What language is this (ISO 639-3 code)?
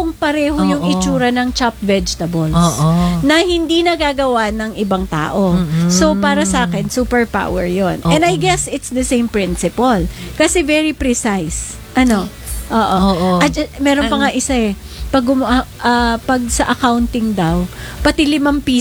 fil